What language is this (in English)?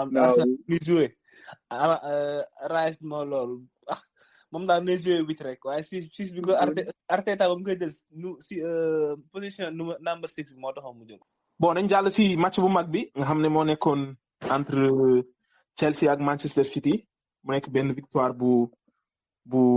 Wolof